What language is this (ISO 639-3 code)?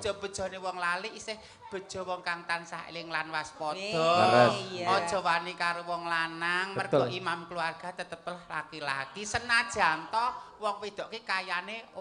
jav